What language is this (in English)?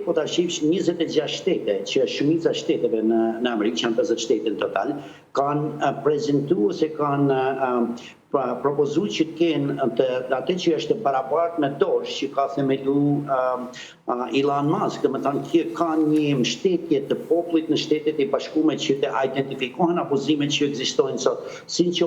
Albanian